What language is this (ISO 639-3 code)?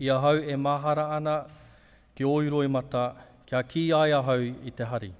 mri